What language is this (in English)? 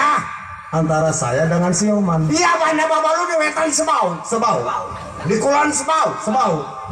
Betawi